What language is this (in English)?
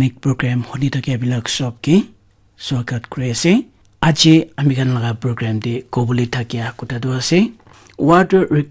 Naga Pidgin